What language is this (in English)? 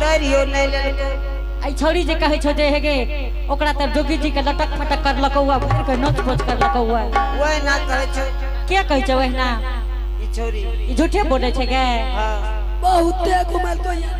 Angika